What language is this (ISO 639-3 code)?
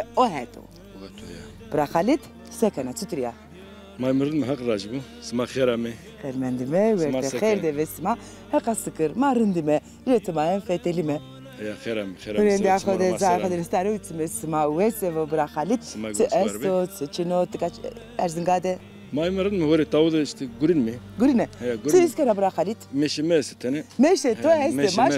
zza